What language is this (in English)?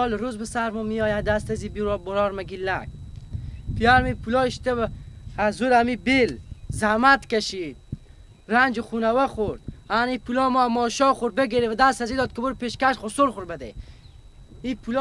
Persian